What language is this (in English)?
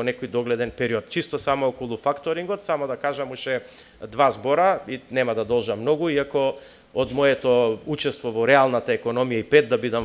Macedonian